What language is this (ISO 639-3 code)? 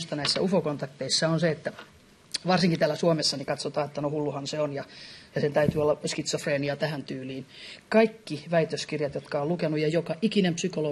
fin